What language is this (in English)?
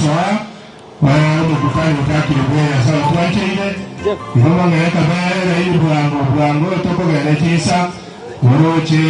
Gusii